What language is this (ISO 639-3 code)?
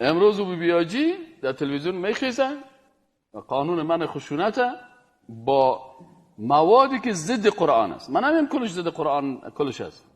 fas